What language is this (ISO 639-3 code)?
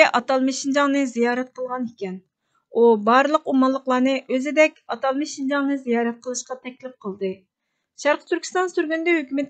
uig